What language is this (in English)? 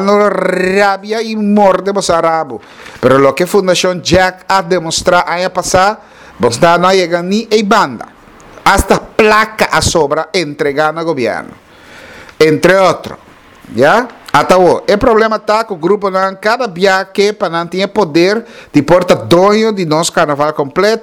Papiamento